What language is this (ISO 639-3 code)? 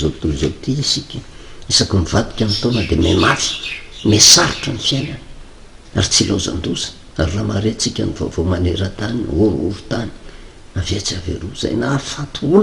mlg